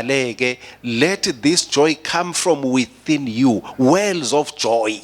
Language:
Swati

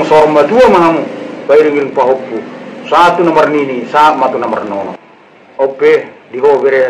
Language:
Batak Toba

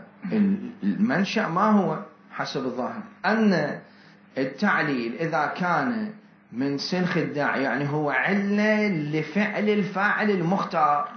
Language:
Mesopotamian Arabic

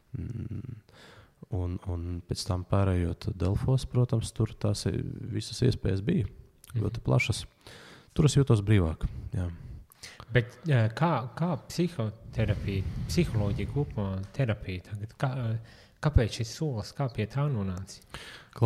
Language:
Latvian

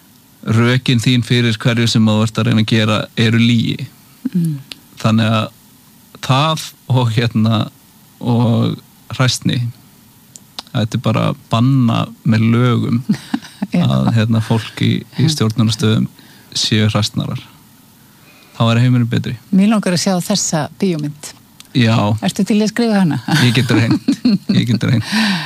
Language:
Icelandic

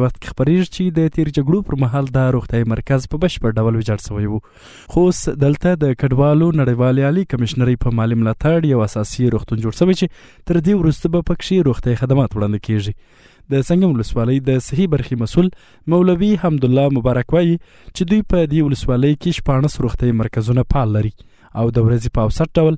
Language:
Pashto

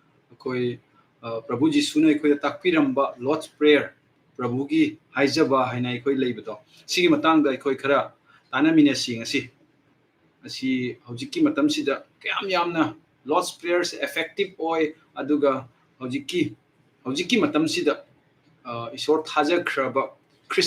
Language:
Manipuri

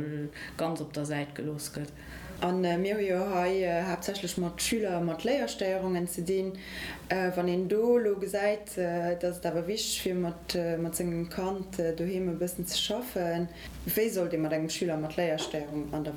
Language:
Luxembourgish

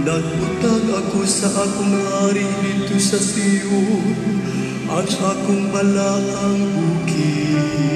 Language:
Cebuano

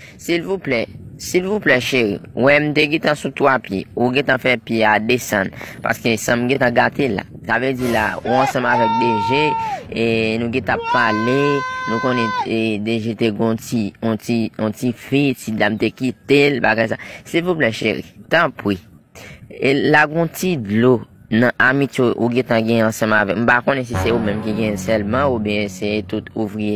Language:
Haitian Creole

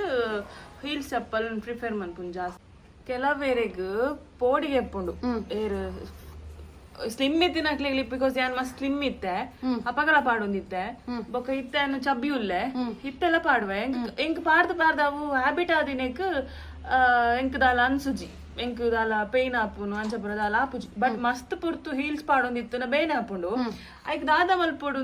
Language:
Tulu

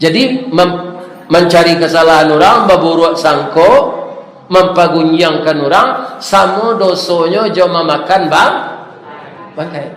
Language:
Minangkabau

